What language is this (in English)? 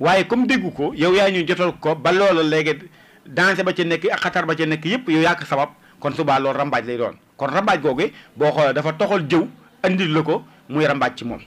Wolof